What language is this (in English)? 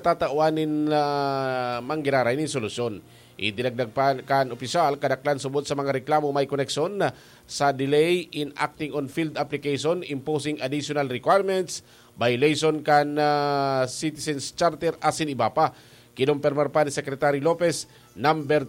Bikol